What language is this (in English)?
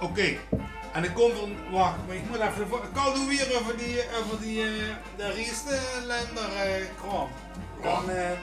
Limburgish